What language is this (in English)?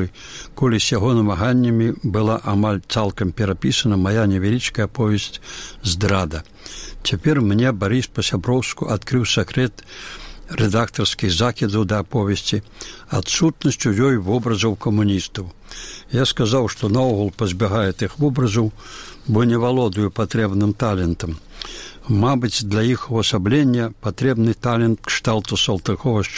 Belarusian